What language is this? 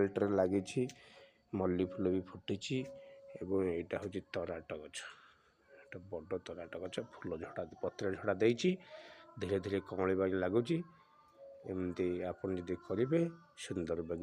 Odia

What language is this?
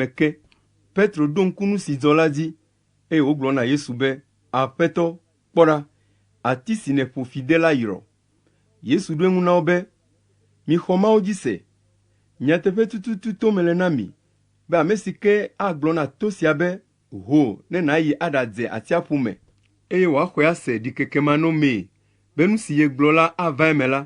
Ewe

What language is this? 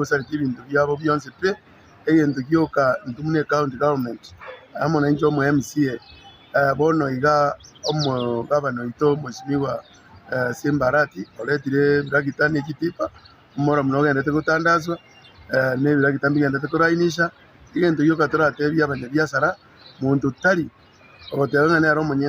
Gusii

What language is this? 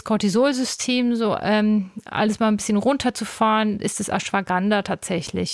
German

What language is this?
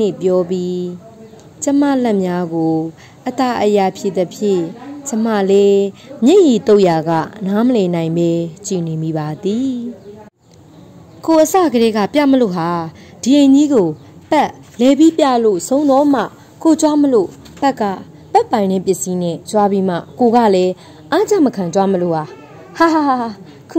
Burmese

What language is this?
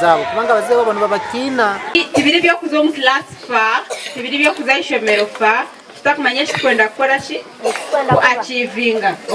Nyankole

